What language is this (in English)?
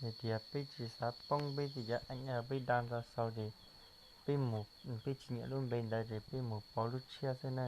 Hmong